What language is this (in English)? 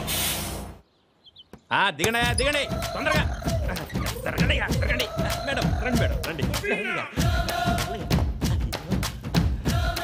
Telugu